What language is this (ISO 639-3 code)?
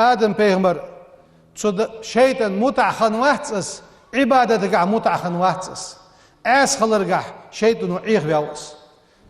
inh